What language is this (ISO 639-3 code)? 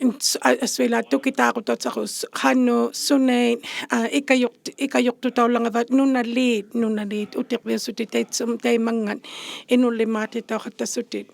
iku